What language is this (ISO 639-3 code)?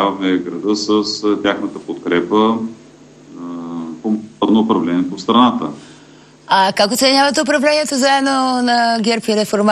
bul